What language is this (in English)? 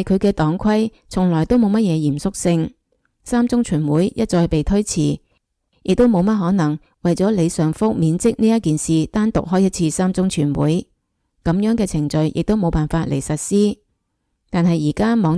Cantonese